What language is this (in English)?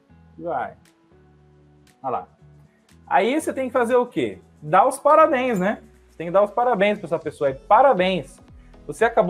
Portuguese